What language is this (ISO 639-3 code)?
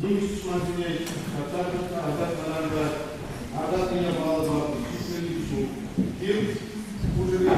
chv